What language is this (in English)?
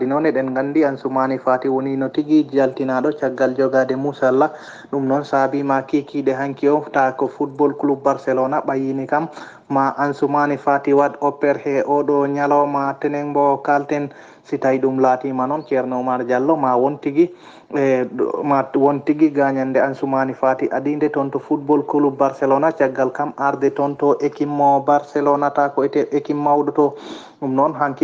Fula